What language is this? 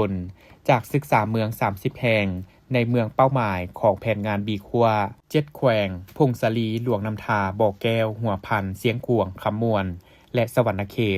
Lao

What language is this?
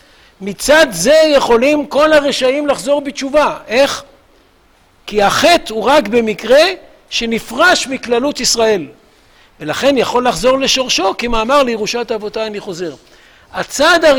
Hebrew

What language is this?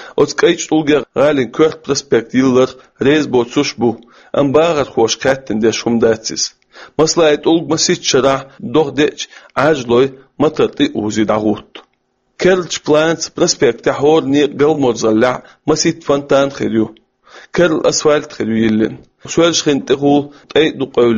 Chechen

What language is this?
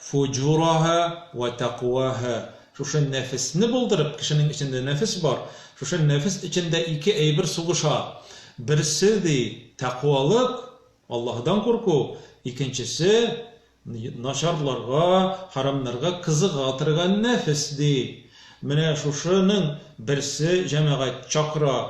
Tatar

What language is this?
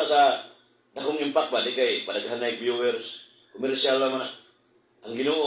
Cebuano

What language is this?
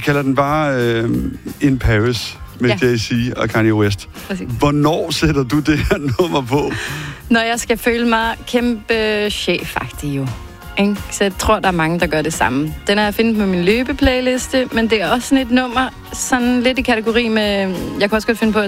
Danish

